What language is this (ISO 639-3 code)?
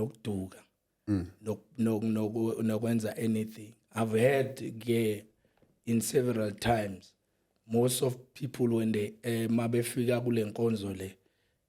zul